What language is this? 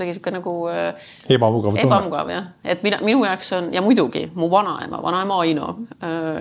Estonian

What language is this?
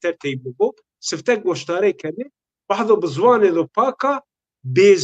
Zaza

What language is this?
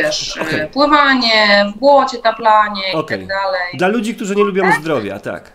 Polish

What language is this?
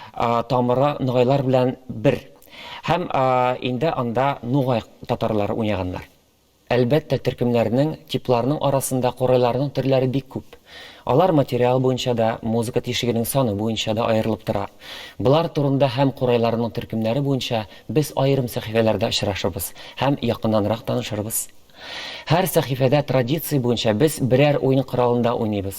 Tatar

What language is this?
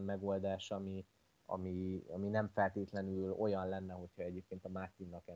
Hungarian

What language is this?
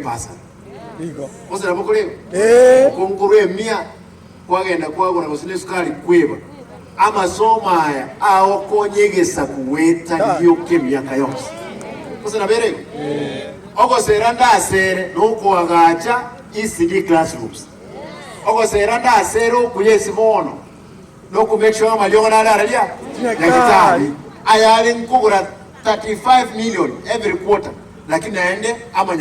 Gusii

